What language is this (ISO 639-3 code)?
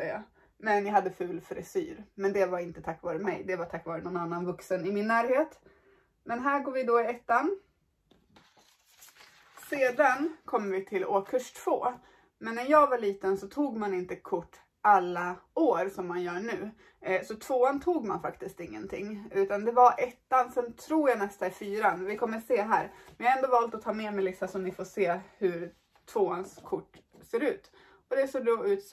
swe